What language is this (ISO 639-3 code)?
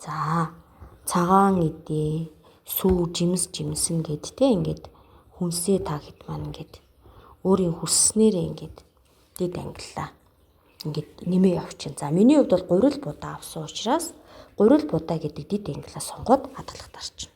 mon